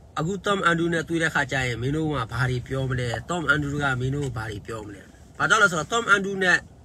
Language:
Burmese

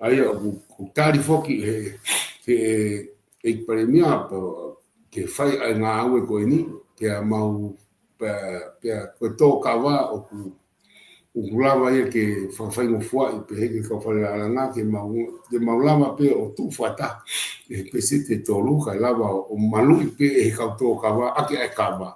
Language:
Tongan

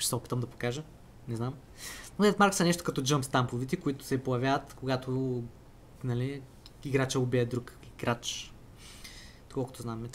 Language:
Bulgarian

